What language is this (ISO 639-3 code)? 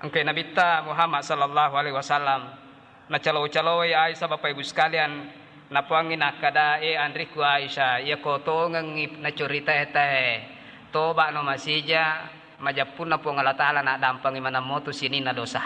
bug